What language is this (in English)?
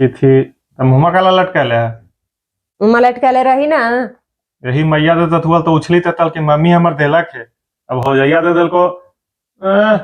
Magahi